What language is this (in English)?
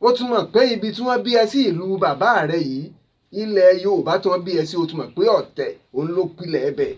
Yoruba